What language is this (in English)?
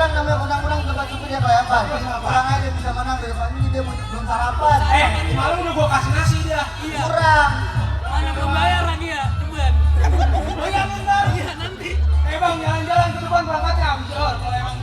Betawi